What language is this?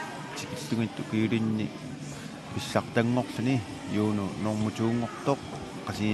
Kalaallisut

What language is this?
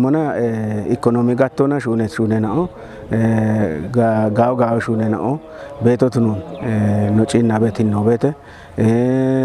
Kafa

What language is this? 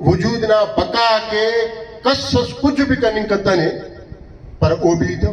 Brahui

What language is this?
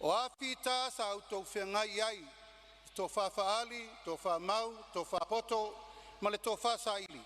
Samoan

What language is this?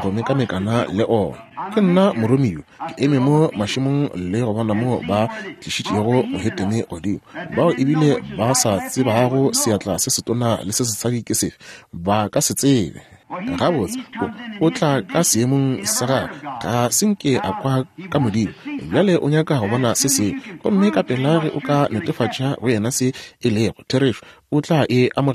Northern Sotho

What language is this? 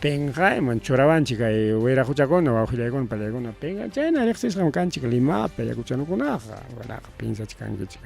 Ayacucho Quechua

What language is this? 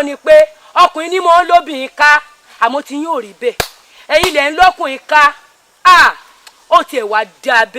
Yoruba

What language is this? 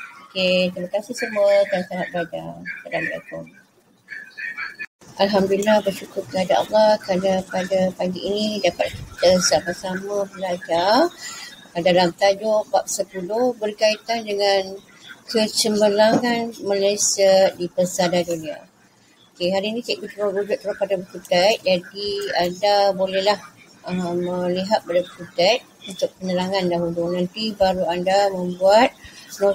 Malay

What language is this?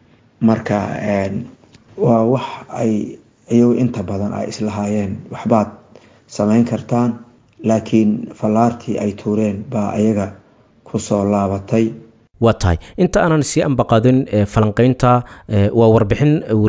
Somali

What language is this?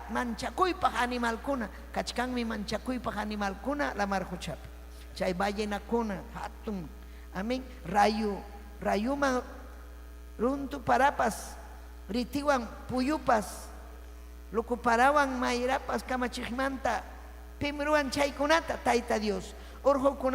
Ayacucho Quechua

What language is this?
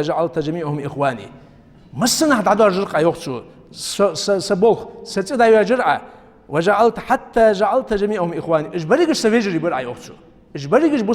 Ingush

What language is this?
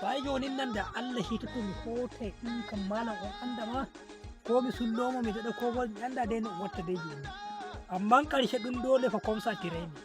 Nigerian Fulfulde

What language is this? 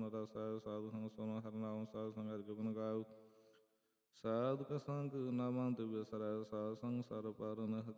Punjabi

